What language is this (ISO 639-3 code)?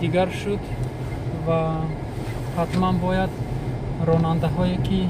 tgk